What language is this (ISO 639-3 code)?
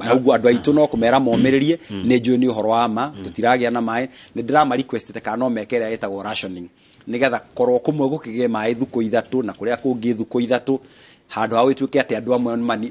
kik